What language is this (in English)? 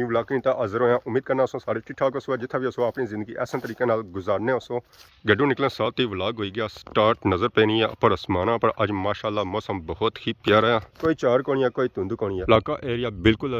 Pahari-Potwari